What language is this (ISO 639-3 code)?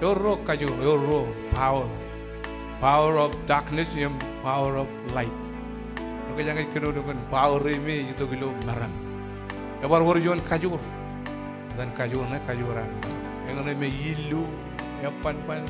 mah